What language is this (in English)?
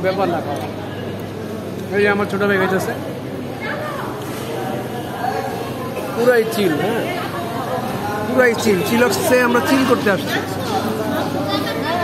Bangla